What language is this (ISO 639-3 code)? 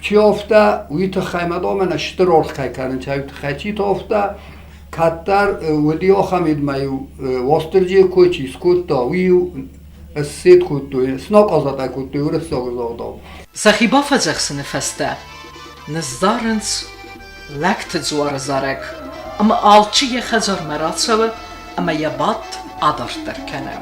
oss